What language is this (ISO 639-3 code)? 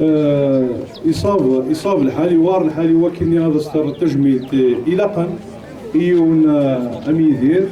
kab